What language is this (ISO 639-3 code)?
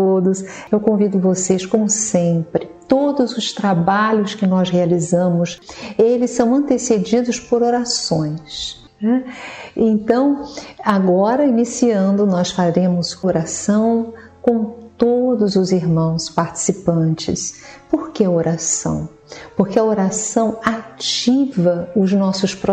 por